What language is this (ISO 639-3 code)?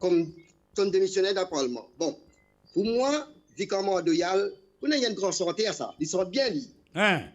mfe